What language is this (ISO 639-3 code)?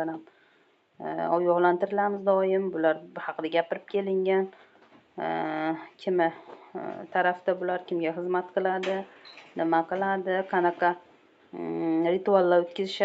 uzb